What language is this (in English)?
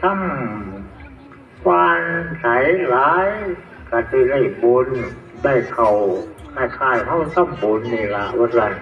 Northeastern Thai